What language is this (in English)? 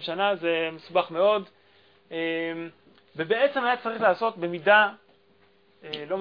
Hebrew